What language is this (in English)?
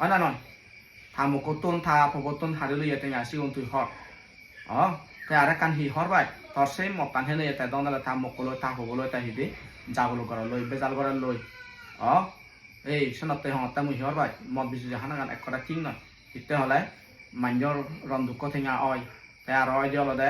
Chakma